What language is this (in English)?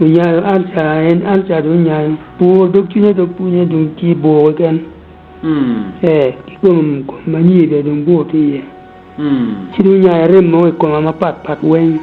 Acoli